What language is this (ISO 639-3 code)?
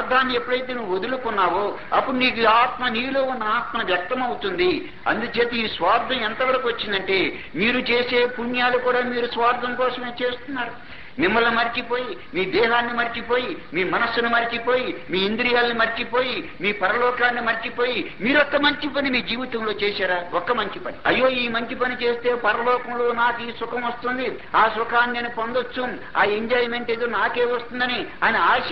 tel